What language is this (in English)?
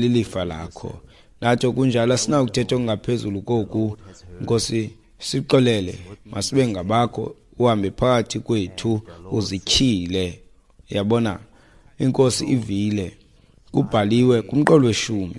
Xhosa